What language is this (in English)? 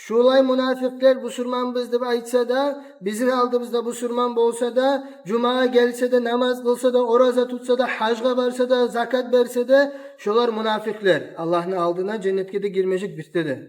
Kumyk